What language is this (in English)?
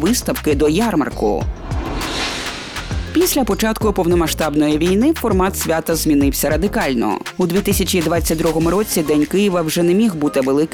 Ukrainian